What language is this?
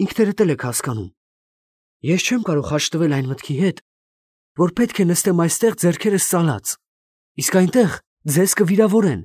Armenian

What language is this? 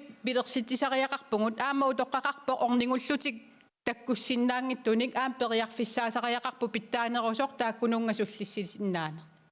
Kalaallisut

